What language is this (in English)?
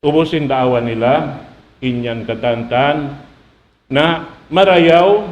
Tausug